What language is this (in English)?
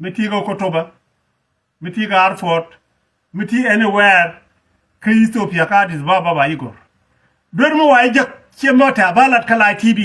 Nuer